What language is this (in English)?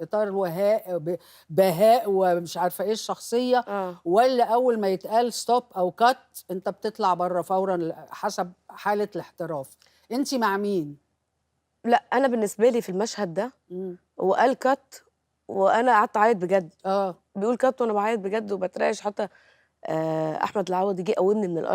Egyptian Arabic